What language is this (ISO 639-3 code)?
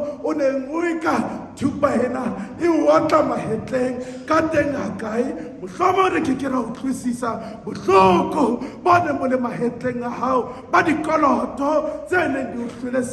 sot